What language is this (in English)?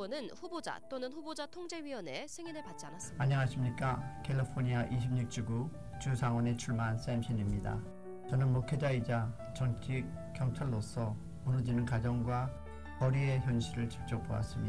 Korean